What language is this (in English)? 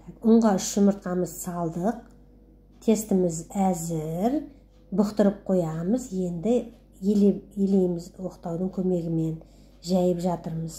Kazakh